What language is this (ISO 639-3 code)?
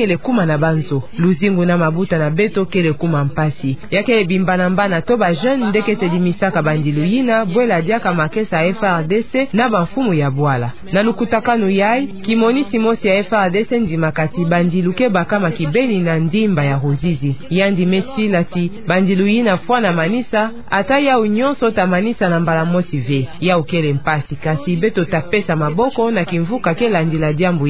ktu